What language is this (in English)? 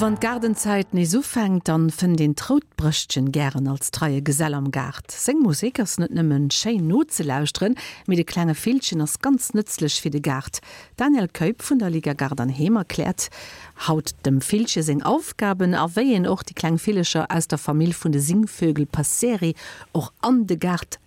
Luxembourgish